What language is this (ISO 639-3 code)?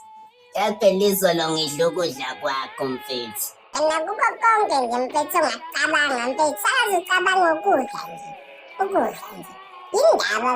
zul